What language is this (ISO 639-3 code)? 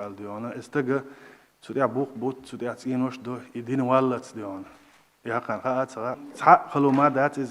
che